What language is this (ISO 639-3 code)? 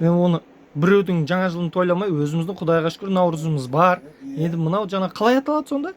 kaz